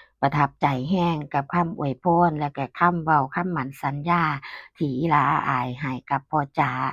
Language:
Northeastern Thai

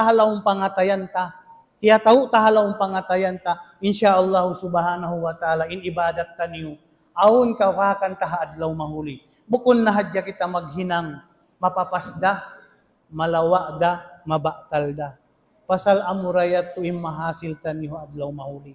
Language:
Tausug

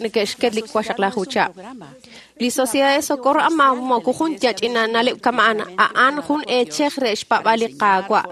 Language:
Kekchí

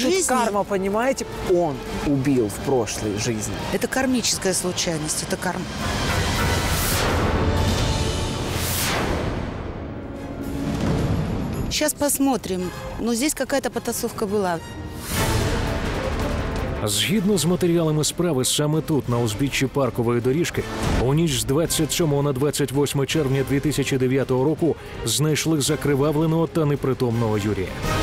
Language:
Ukrainian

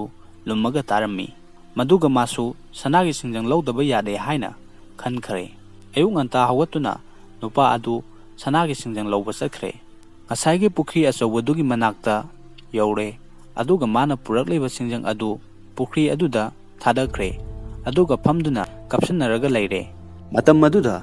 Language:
Manipuri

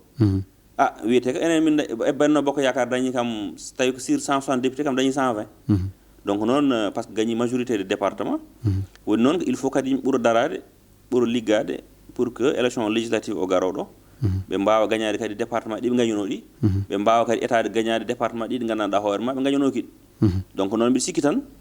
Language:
Fula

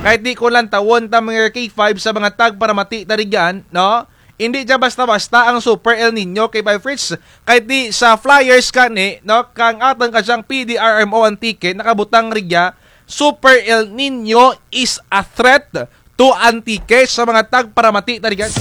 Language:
Kinaray-a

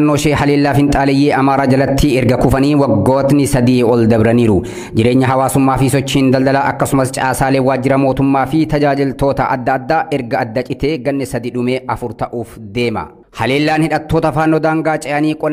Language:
Oromo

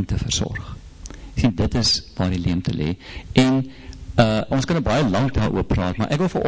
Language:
Afrikaans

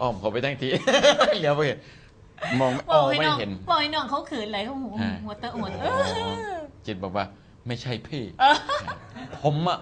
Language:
Northeastern Thai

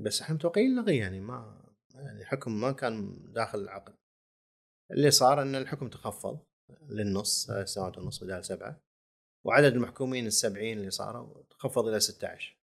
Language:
Gulf Arabic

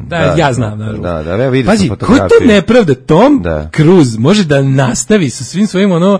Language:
Serbian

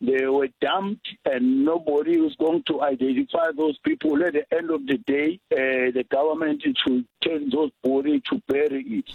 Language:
Venda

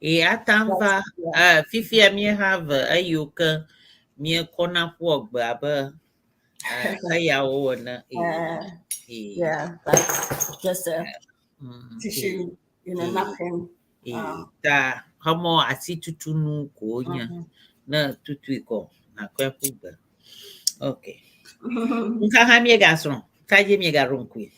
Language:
Ewe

